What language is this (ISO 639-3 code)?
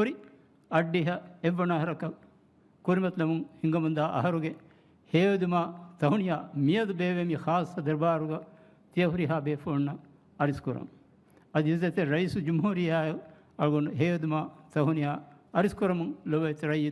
div